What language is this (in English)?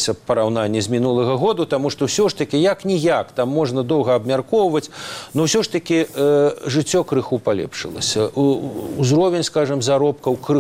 Belarusian